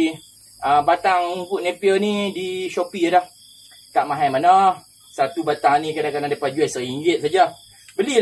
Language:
Malay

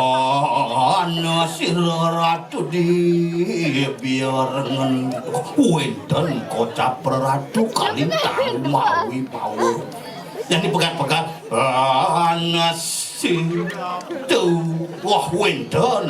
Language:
Balinese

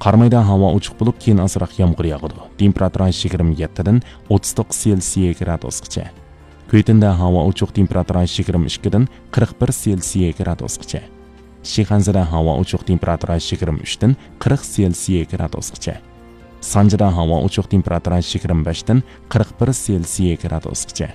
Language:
Uyghur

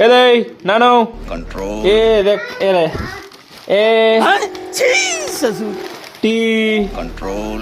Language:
Chhattisgarhi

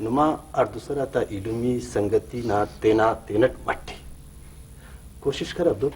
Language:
Brahui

